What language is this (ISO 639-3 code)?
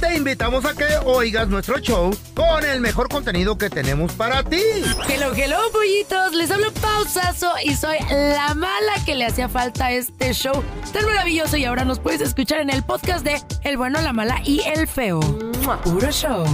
spa